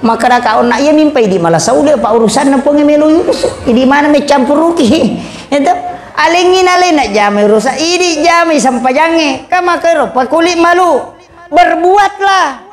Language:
Buginese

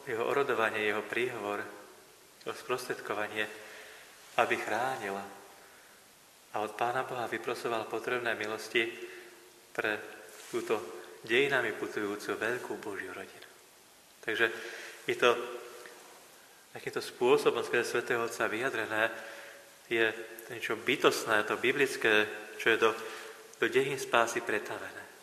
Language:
Slovak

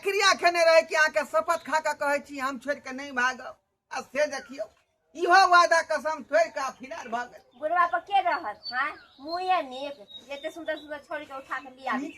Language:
Maithili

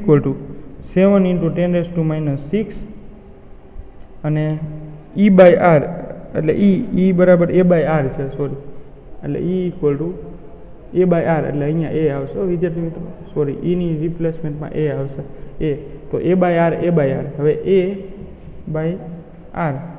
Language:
Gujarati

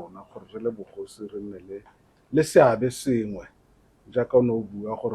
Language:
Tswana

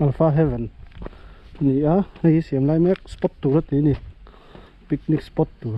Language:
Mizo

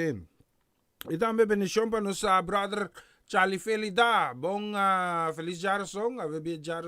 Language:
Papiamento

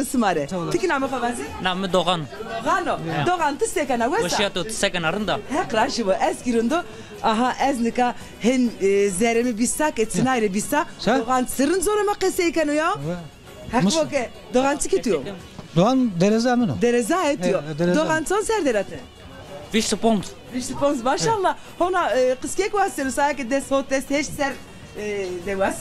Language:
Zaza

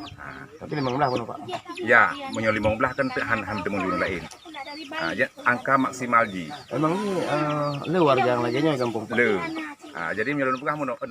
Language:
Achinese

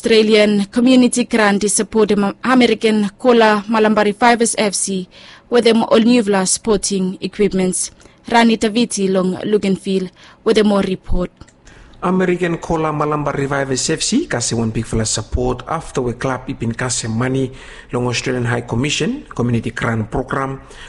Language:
Bislama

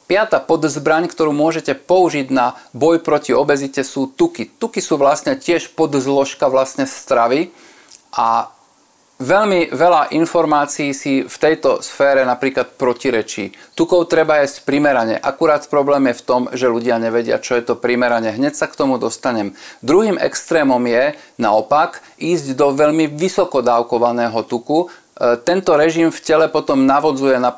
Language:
Slovak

